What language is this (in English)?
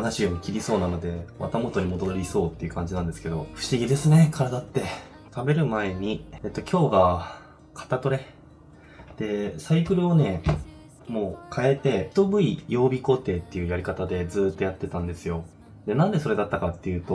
Japanese